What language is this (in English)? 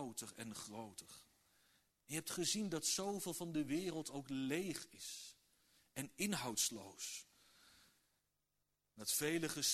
Dutch